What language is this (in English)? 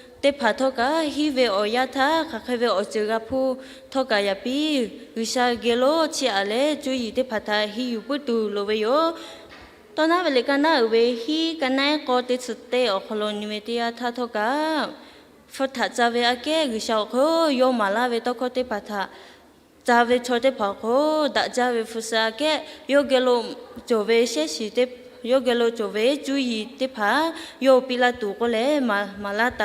Lahu